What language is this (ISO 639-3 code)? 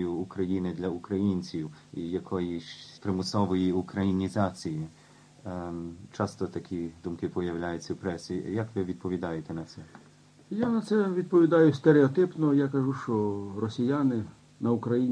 ukr